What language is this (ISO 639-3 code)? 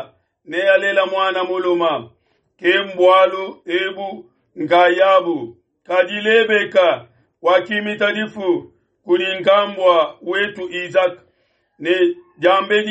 lua